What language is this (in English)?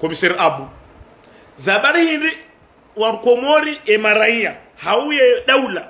Ngazidja Comorian